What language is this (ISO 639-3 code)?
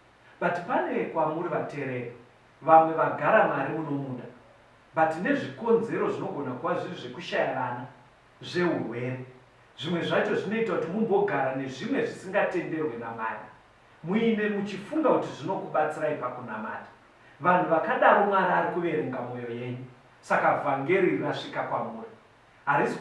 sna